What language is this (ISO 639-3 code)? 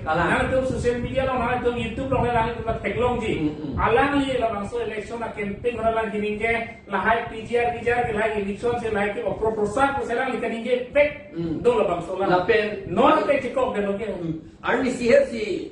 mjw